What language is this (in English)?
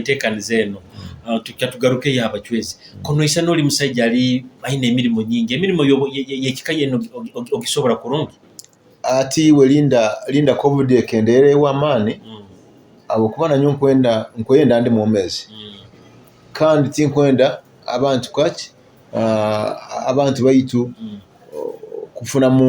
Nyoro